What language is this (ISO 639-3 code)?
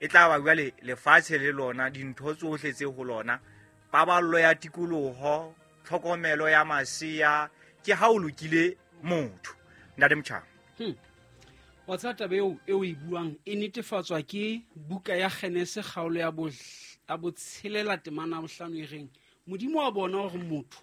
sot